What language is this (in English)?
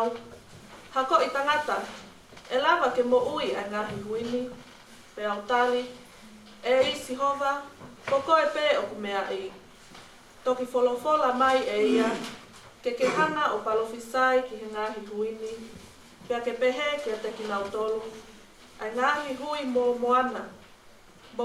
Tongan